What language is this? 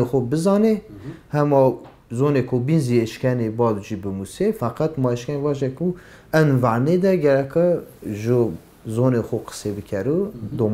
Zaza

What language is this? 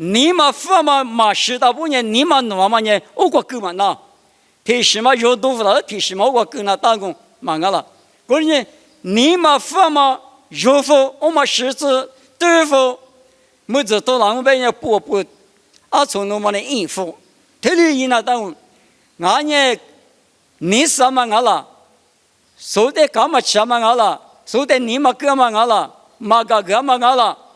Lisu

